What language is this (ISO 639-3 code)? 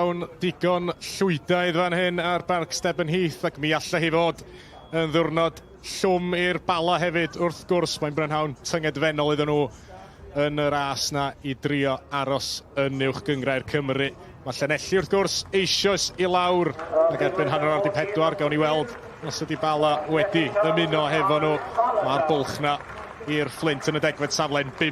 cym